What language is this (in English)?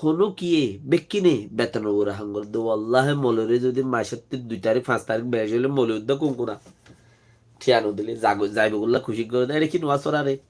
Rohingya